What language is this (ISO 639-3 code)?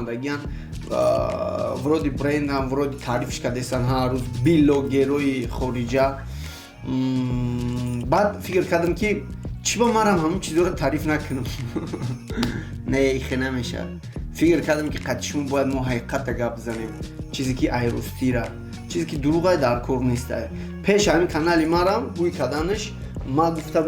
tgk